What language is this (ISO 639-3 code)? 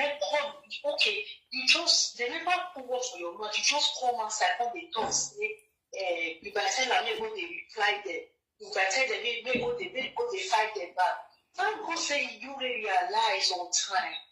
pcm